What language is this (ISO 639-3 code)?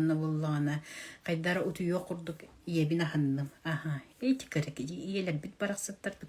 sah